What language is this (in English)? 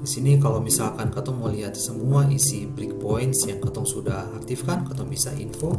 Ambonese Malay